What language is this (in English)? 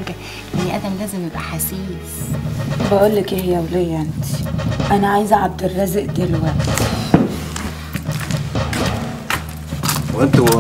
Egyptian Arabic